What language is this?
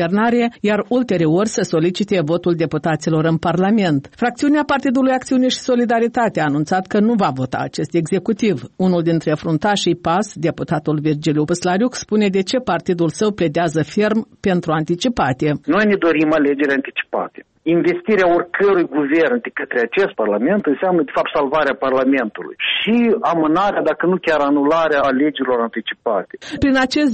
Romanian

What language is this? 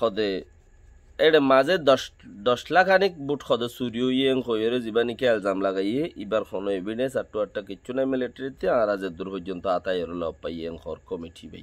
Rohingya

